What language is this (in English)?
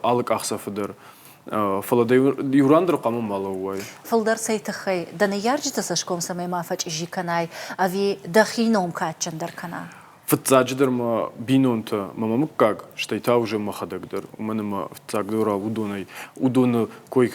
Ossetic